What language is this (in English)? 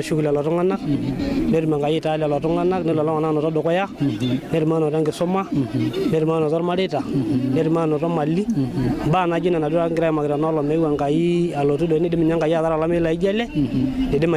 Masai